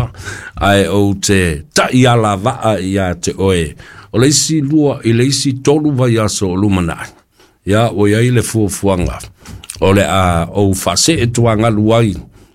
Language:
Samoan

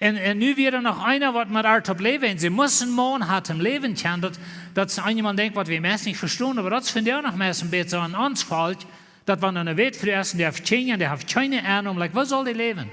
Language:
Plautdietsch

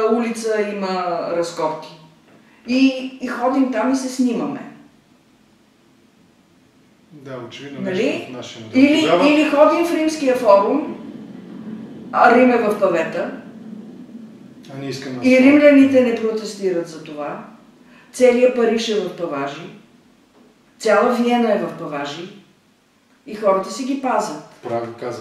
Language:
Bulgarian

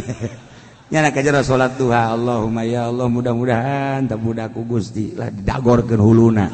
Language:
Sundanese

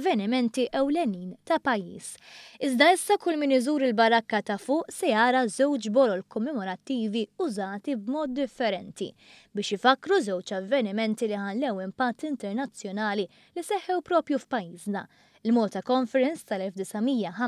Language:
Maltese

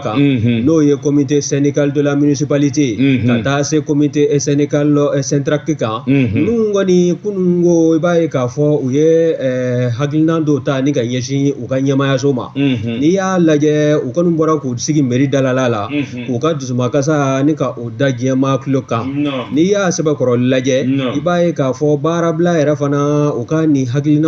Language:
Bambara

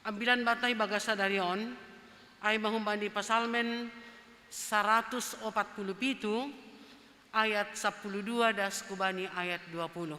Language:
Batak Simalungun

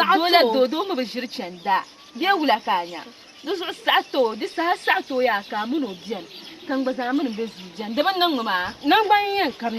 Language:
Dagbani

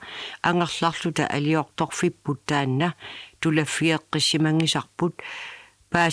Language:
Kalaallisut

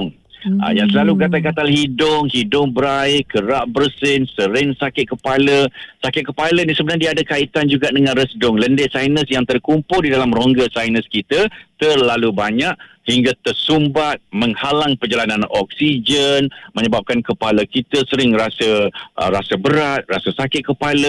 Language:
Malay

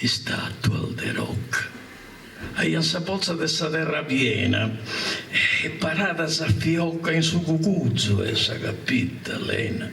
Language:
Sardinian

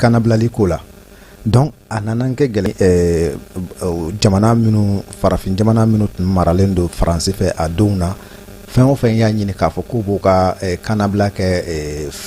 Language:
Bambara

